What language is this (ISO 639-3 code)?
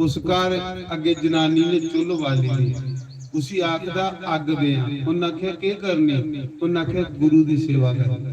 doi